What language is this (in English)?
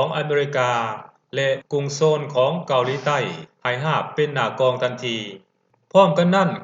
Lao